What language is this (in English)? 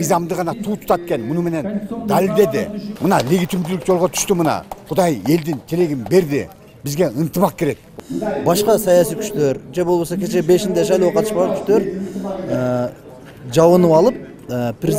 Kyrgyz